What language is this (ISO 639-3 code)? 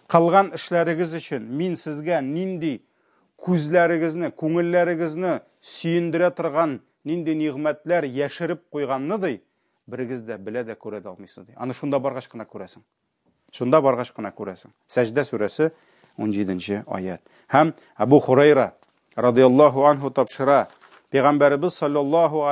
tat